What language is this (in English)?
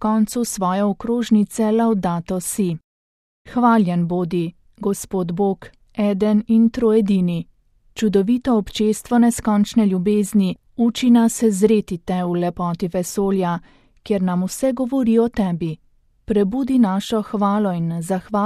Slovenian